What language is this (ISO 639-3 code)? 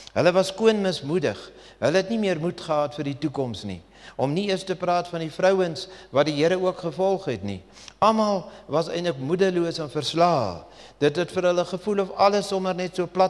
afr